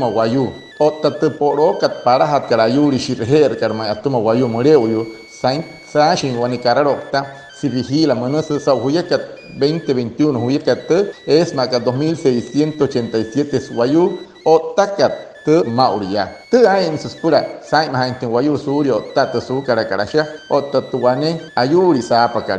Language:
Wayuu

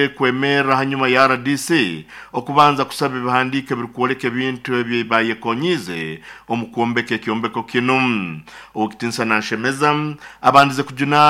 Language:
Nyoro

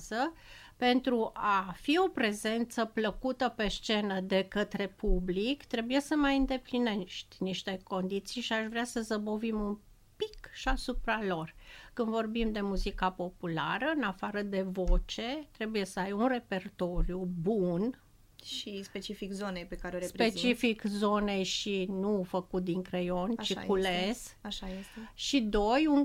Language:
Romanian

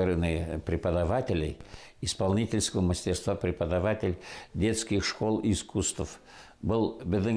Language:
Bashkir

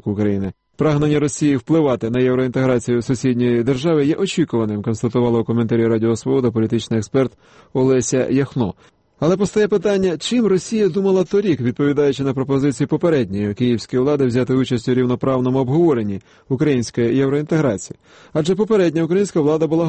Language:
Ukrainian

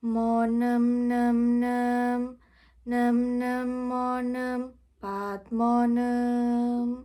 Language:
Javanese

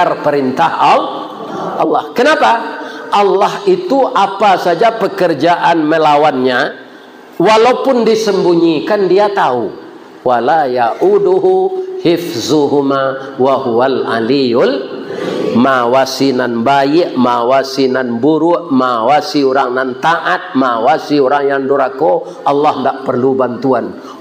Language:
Minangkabau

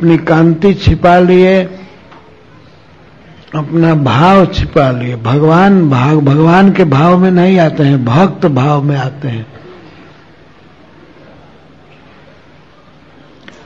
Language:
Hindi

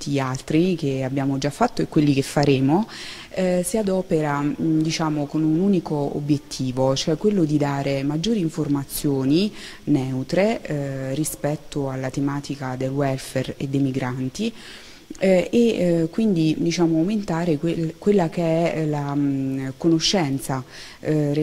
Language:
Italian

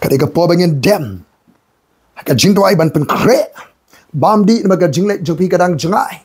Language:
Khasi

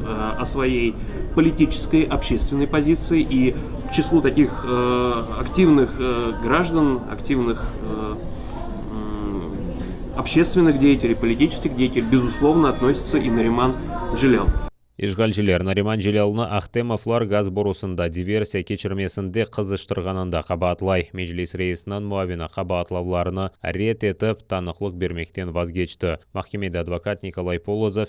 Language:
Crimean Tatar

